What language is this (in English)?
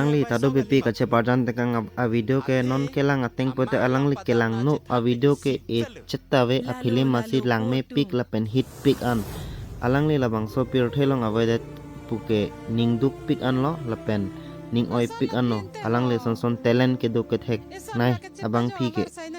Karbi